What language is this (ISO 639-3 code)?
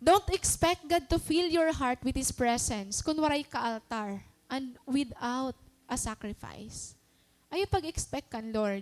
war